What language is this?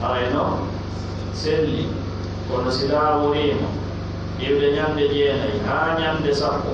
Pular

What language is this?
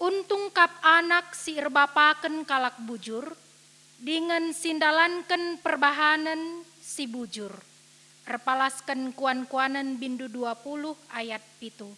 Batak Karo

